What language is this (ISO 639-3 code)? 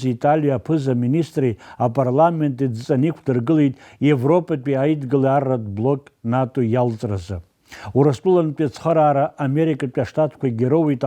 abk